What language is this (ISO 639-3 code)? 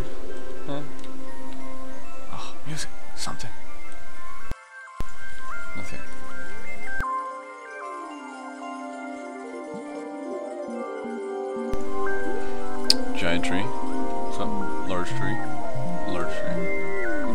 eng